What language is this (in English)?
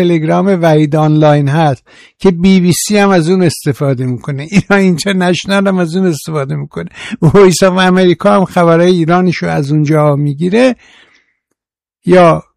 Persian